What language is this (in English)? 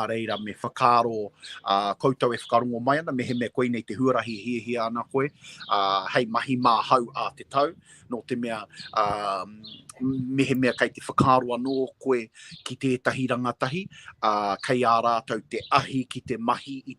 Māori